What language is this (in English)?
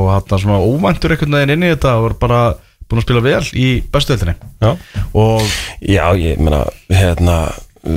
Icelandic